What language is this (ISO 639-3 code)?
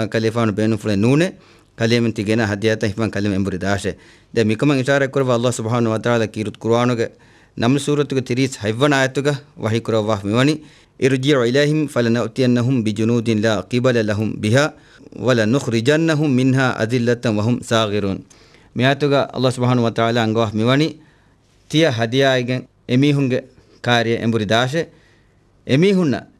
div